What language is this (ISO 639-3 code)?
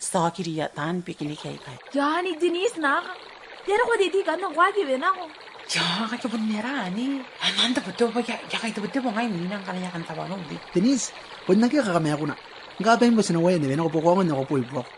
gil